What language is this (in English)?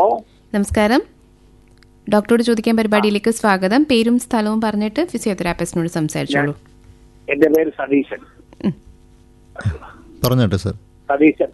Malayalam